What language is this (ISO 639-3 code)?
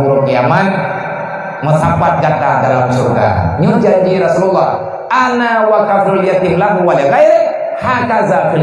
ace